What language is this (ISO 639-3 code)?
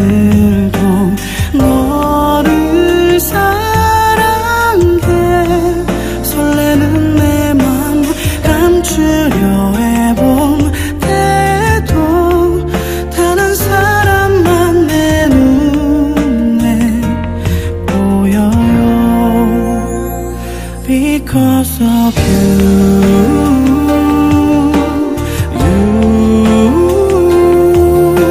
kor